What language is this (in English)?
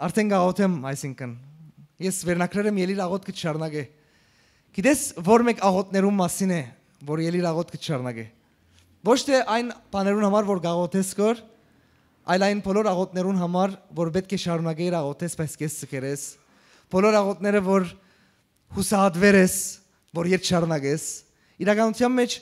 Western Armenian